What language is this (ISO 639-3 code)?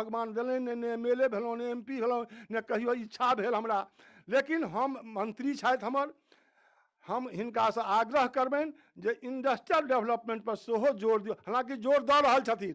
mai